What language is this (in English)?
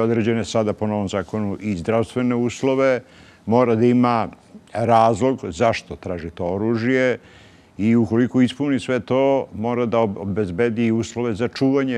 Serbian